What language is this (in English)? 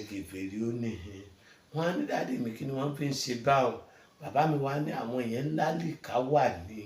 Yoruba